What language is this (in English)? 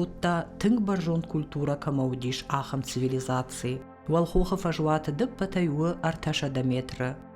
Ossetic